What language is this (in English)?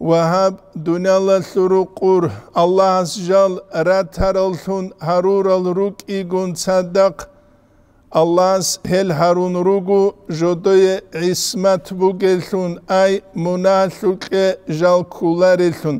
Avaric